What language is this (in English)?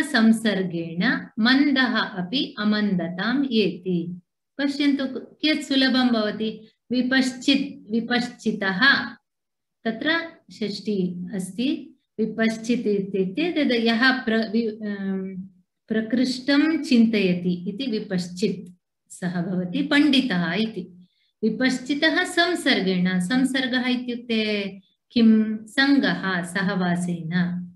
Sanskrit